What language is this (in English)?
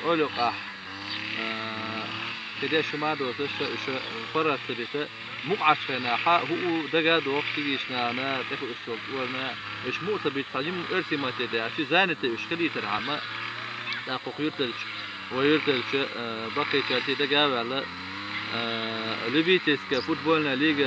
Chechen